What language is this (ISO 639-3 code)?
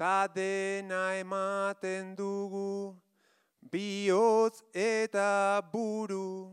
eus